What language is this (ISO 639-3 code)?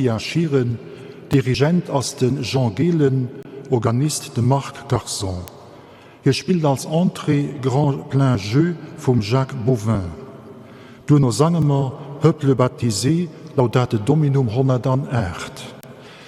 ltz